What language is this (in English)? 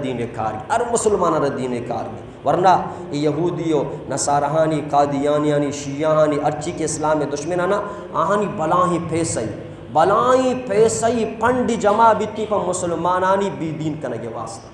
Eastern Balochi